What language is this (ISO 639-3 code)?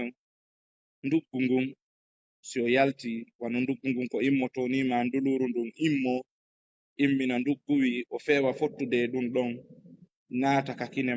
ful